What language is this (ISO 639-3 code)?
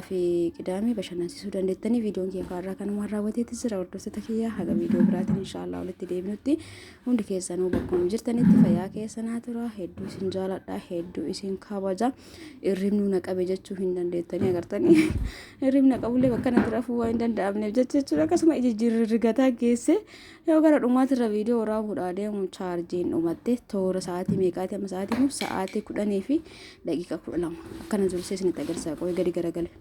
orm